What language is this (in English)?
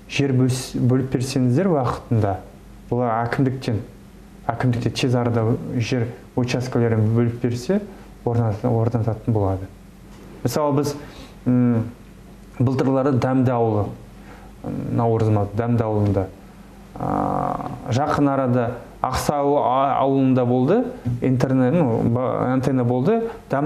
Kazakh